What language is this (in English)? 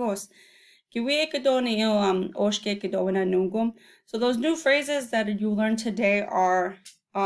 Chippewa